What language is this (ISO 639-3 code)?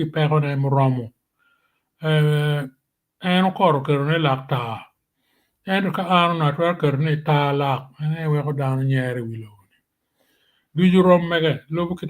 ach